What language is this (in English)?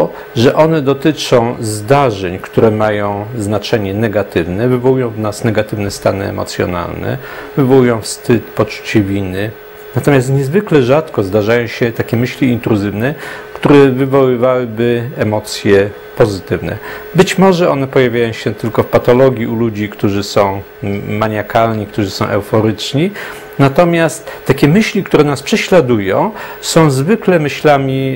Polish